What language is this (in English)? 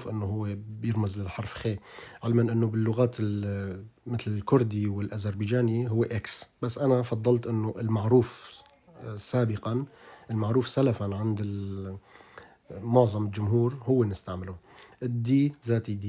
North Levantine Arabic